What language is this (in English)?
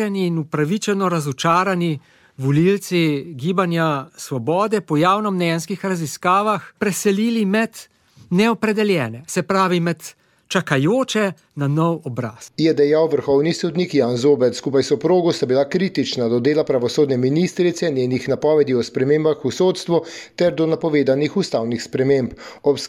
Slovenian